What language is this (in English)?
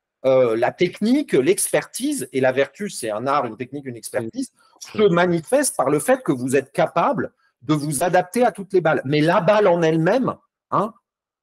French